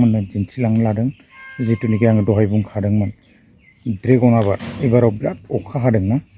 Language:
Bodo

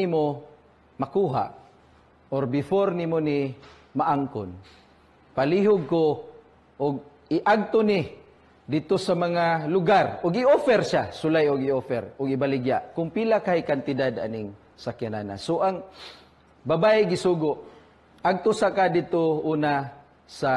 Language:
Cebuano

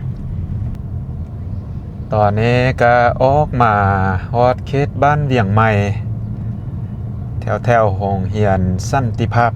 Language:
Lao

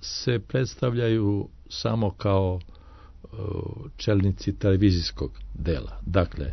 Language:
Serbian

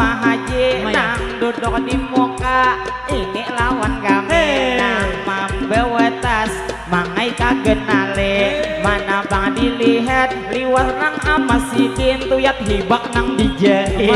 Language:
Banjar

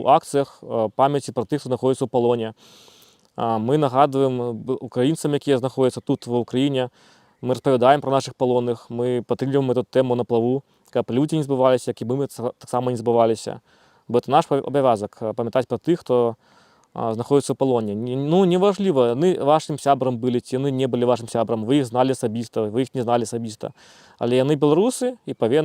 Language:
Belarusian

